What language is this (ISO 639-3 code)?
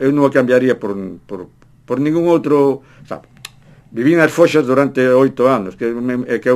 glg